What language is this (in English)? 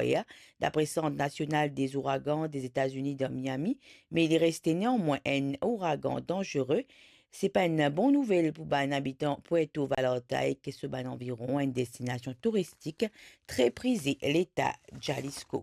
Morisyen